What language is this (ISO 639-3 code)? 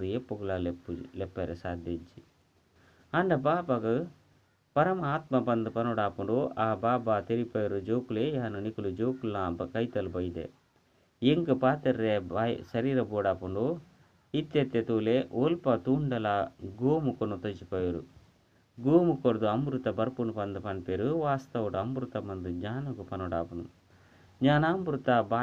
tcy